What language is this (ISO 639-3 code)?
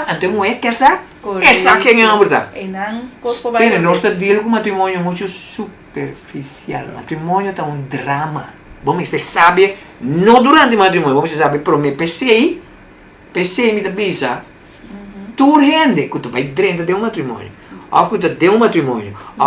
pap